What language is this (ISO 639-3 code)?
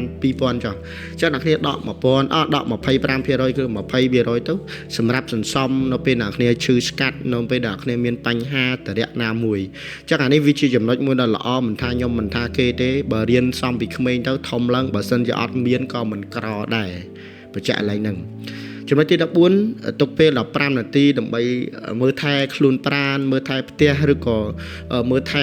khm